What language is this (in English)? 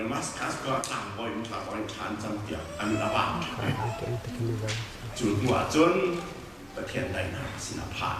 Hakha Chin